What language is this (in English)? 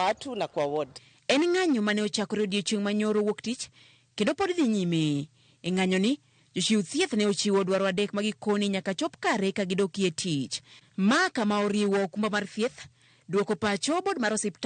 Luo (Kenya and Tanzania)